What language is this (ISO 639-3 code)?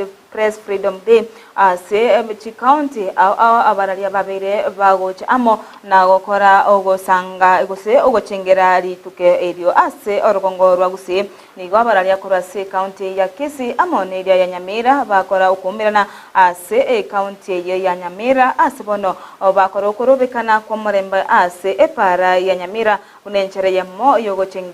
guz